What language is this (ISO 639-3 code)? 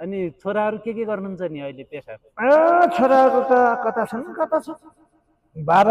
nep